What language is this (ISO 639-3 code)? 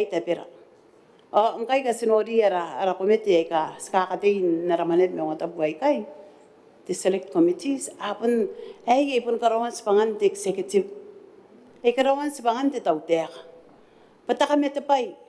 gil